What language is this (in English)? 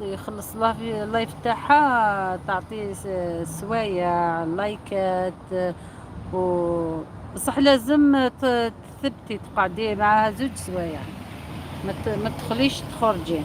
Algerian Arabic